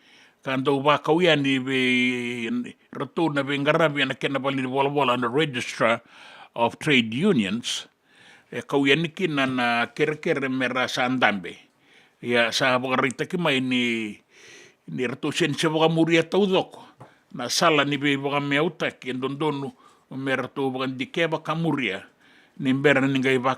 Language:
Fijian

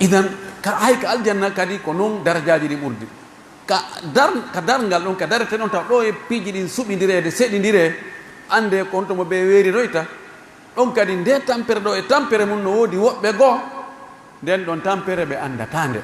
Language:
Pular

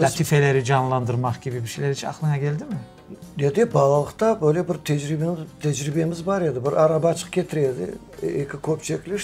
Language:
Crimean Tatar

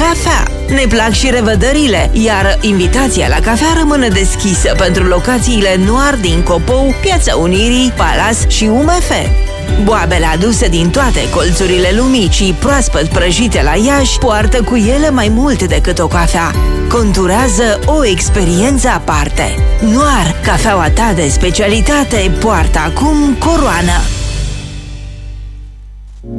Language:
Romanian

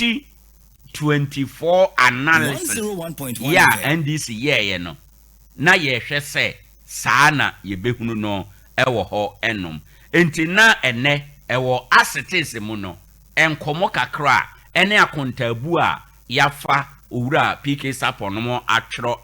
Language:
Akan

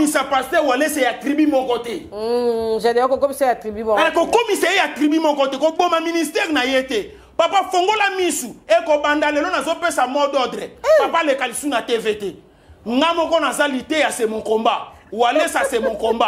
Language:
Lingala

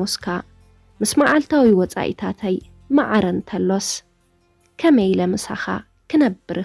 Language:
Tigrinya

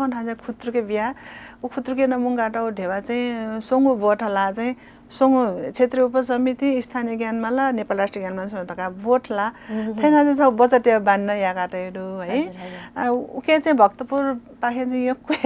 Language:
Newari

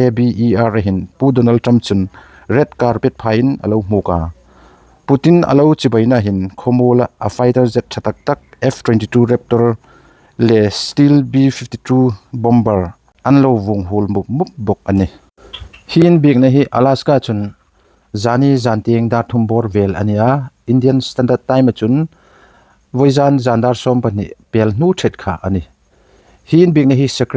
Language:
Hmar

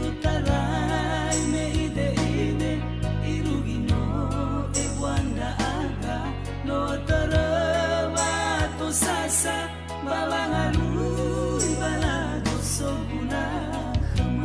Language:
Nias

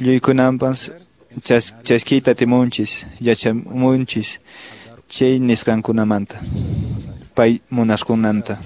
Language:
Quechua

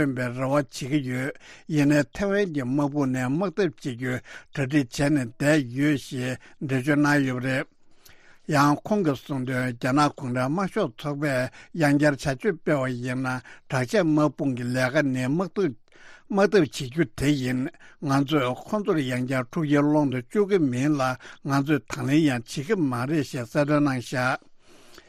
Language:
Tibetan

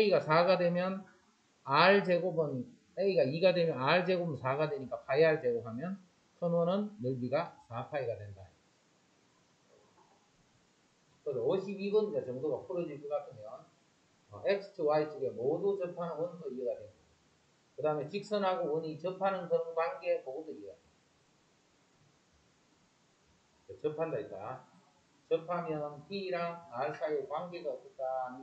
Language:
Korean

